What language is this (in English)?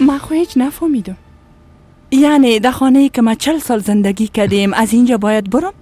Persian